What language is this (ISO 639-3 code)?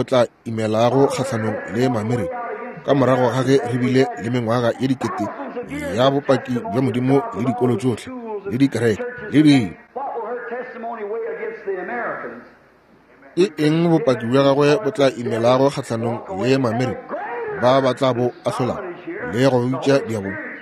nso